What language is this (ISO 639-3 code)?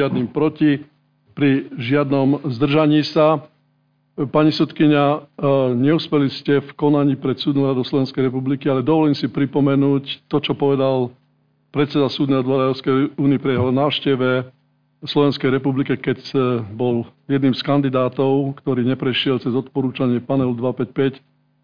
slk